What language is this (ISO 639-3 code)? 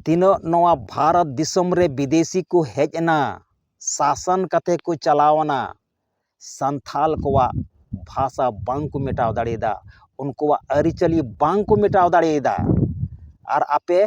sat